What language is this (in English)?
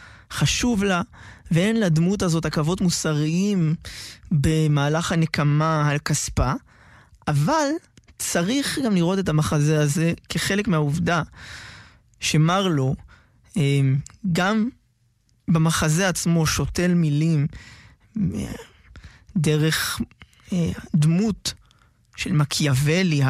Hebrew